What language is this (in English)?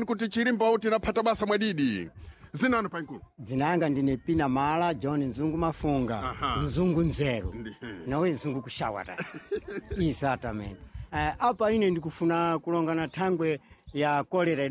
Sena